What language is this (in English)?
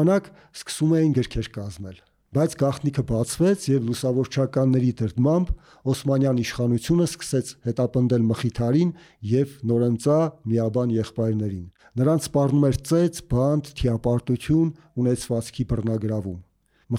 Armenian